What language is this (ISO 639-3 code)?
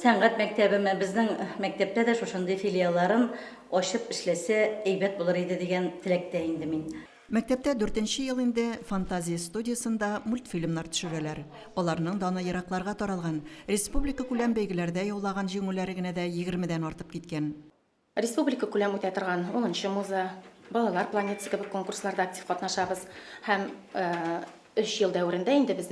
tat